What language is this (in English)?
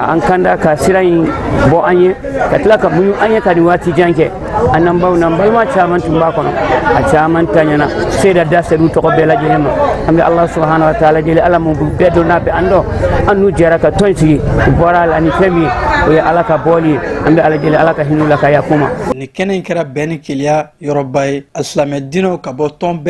Bambara